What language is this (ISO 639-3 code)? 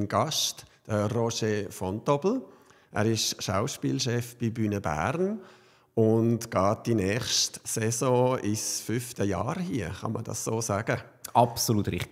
gsw